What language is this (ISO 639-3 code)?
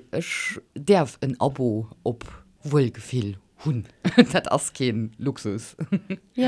ltz